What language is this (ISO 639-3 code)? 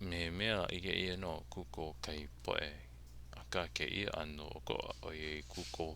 haw